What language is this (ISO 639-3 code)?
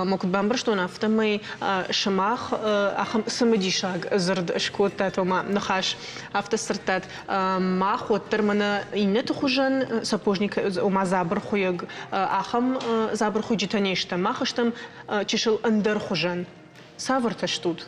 oss